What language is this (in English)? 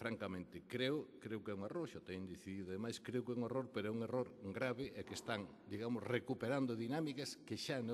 Galician